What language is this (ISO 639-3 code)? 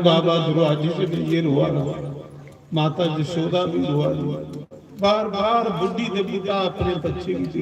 doi